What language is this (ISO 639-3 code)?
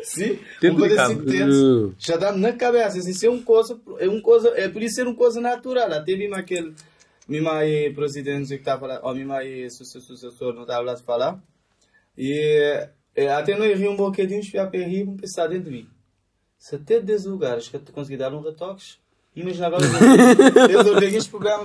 kea